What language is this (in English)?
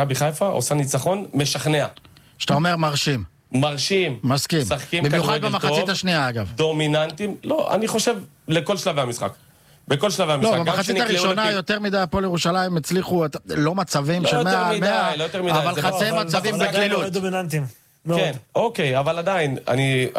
Hebrew